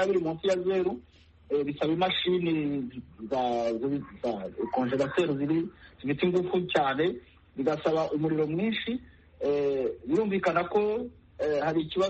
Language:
Kinyarwanda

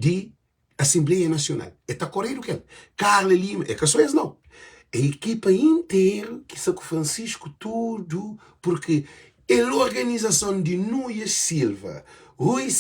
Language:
Kabuverdianu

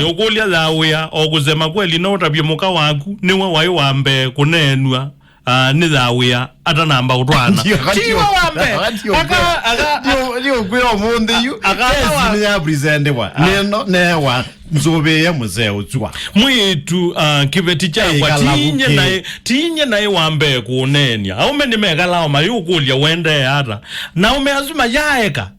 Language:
Kamba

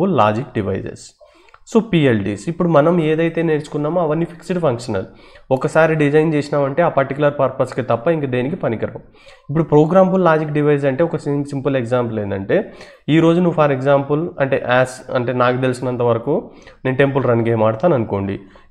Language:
Telugu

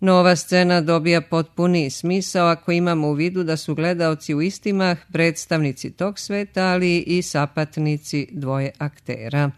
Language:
Serbian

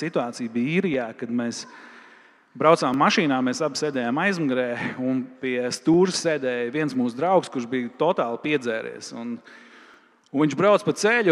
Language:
Latvian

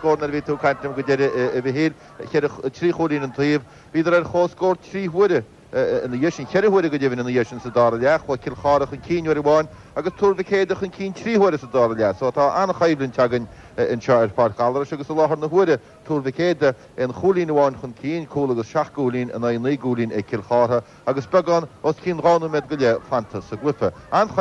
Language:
Irish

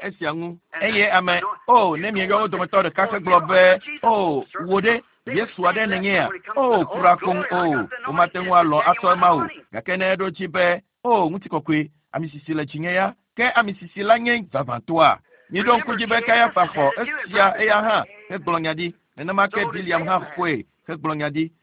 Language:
Ewe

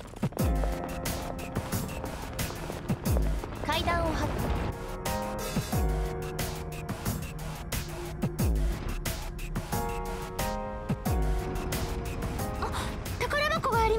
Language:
Japanese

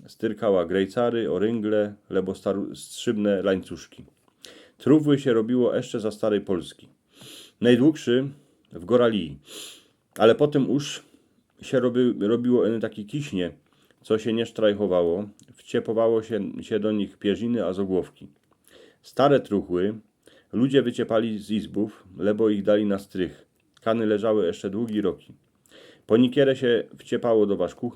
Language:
Silesian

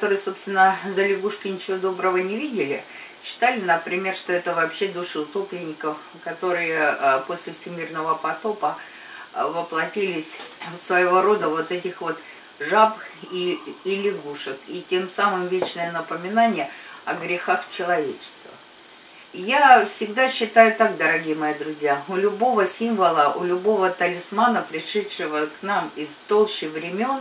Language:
Russian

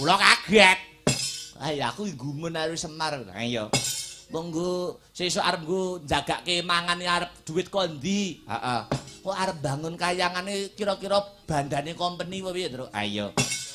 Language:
Javanese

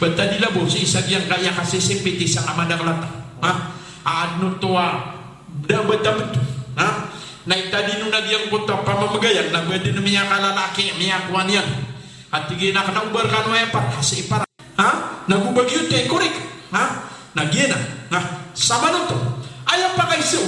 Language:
Maranao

